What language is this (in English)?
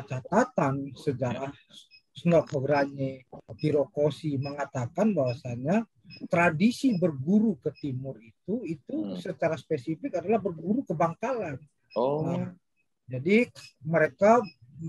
Indonesian